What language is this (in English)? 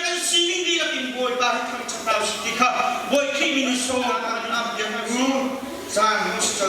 Hakha Chin